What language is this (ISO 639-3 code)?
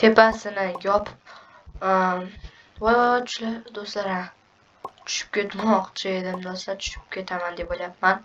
uzb